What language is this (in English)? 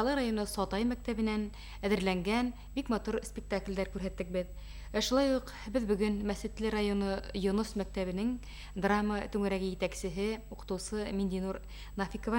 Bashkir